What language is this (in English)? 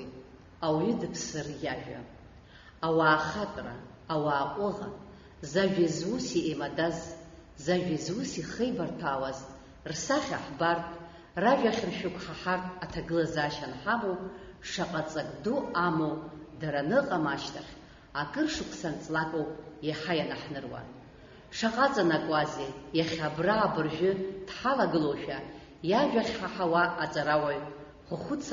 Abkhazian